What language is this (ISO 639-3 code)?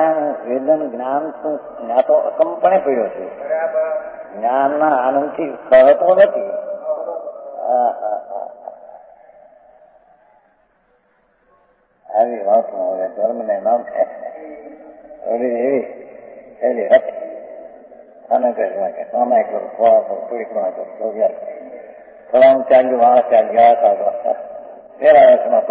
guj